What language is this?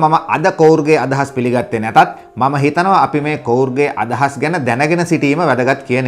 Sinhala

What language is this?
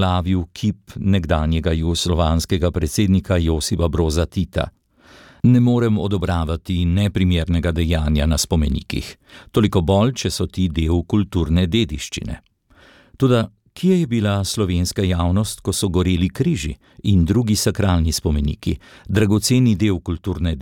Slovenian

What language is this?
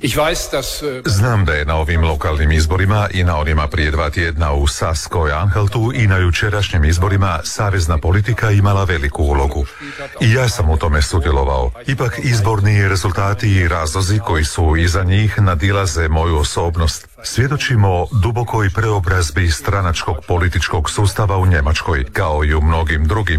Croatian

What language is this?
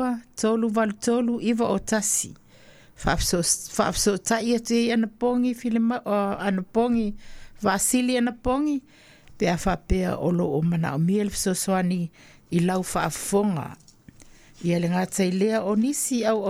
Samoan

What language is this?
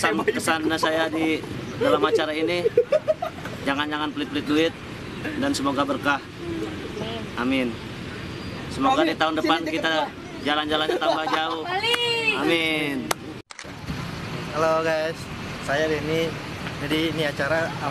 Indonesian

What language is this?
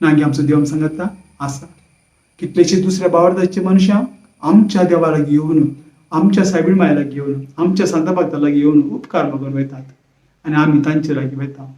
Konkani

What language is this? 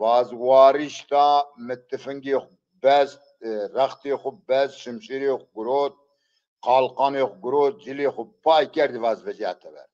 Zaza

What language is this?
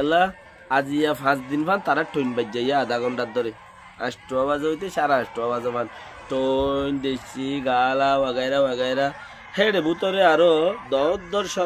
Rohingya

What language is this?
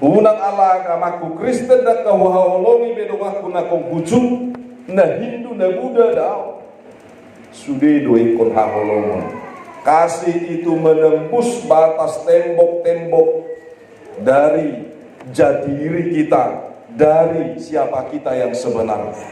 Batak Toba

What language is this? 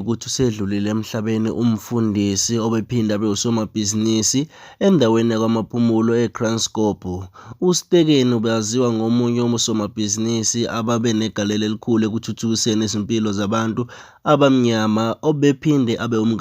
Zulu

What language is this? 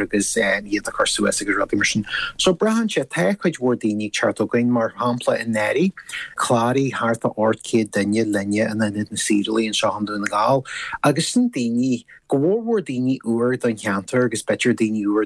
Irish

